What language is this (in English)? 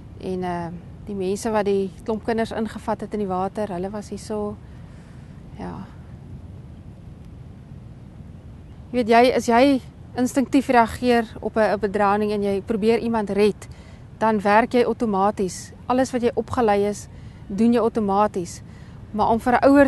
Afrikaans